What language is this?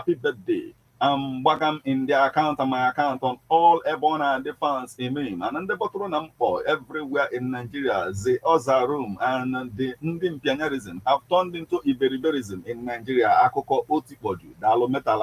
Igbo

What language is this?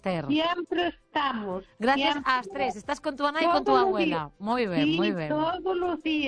Galician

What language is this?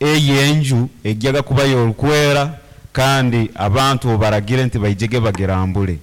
Nyankole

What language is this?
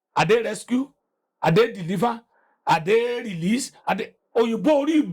Yoruba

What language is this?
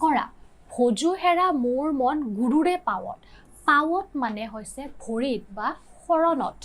Assamese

